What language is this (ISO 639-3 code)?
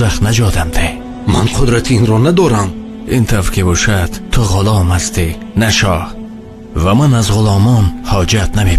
tgk